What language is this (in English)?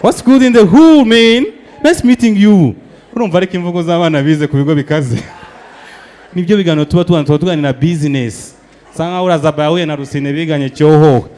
Kinyarwanda